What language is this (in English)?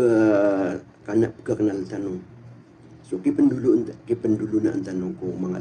Maranao